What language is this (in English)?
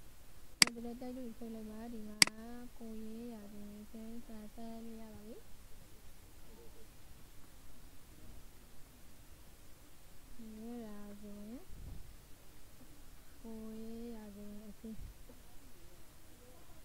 Burmese